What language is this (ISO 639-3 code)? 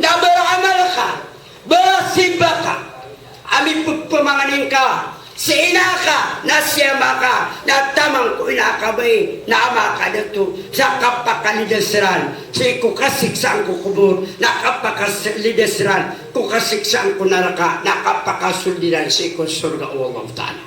mrw